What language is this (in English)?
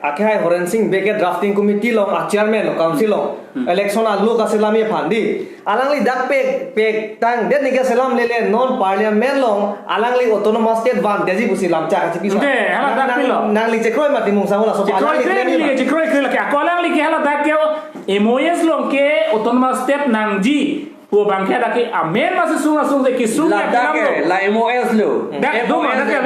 Karbi